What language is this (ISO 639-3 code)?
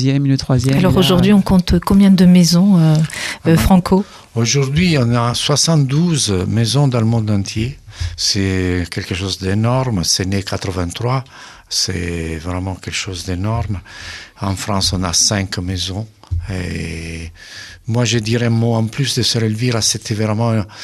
fra